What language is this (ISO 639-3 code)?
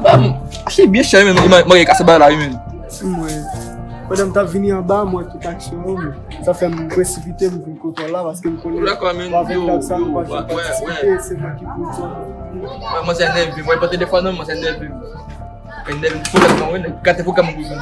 hat